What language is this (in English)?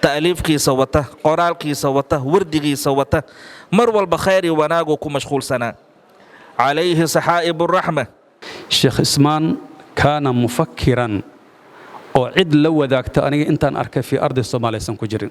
Somali